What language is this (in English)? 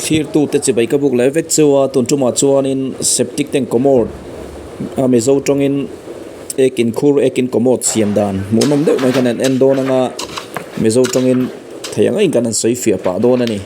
Mizo